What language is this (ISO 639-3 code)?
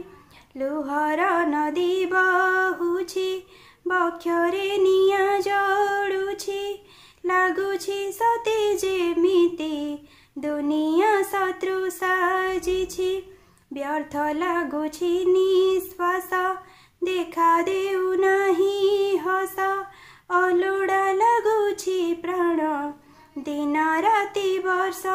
ori